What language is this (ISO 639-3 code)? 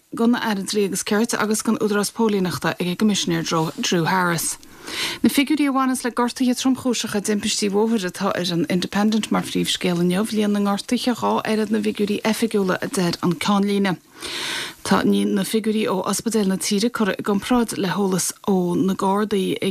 gle